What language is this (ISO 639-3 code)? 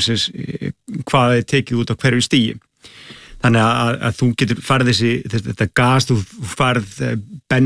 isl